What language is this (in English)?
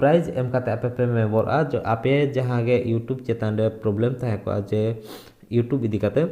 Santali